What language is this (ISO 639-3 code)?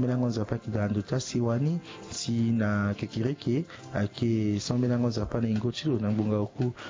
sag